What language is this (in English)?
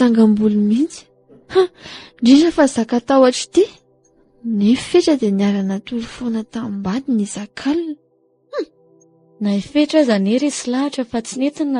Malagasy